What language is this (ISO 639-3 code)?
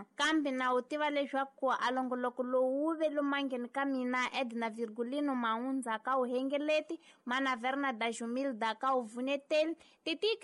tso